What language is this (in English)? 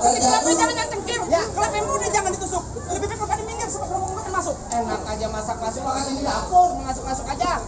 Betawi